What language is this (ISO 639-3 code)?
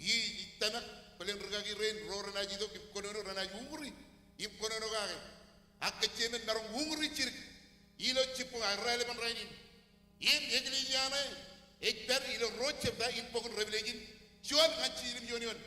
mah